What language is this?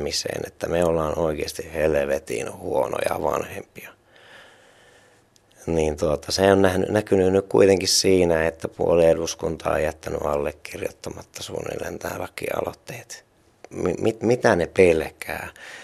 Finnish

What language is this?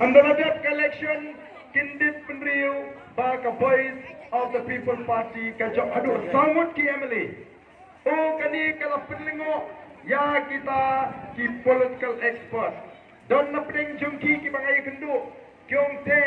Khasi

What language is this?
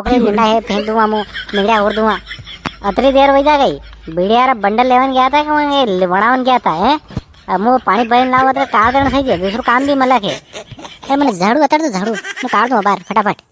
Rajasthani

